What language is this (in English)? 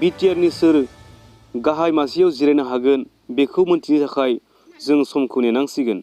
Bodo